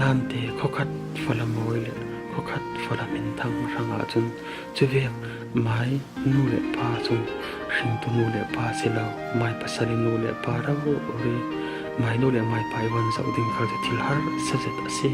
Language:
Falam Chin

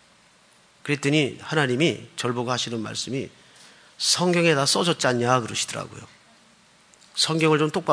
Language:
Korean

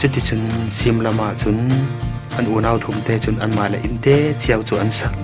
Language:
Falam Chin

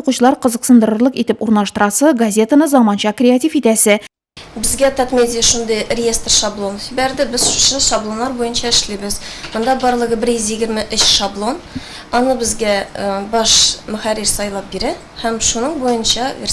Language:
Tatar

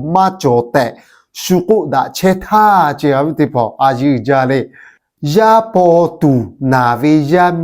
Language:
Lahu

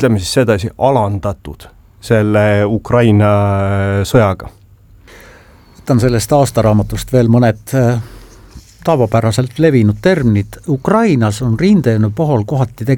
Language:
Estonian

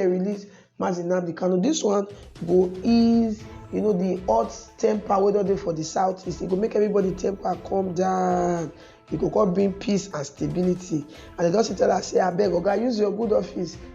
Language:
Nigerian Pidgin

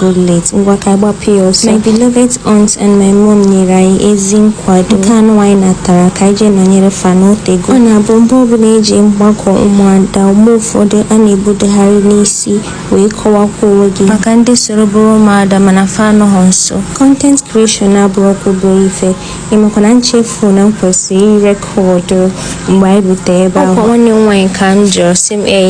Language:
Igbo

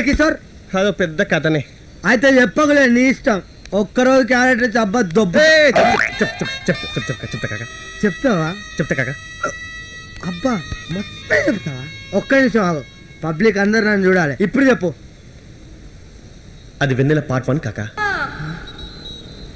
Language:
Telugu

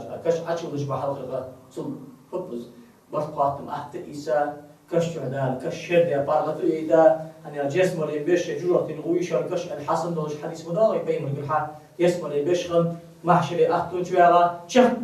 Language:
Ingush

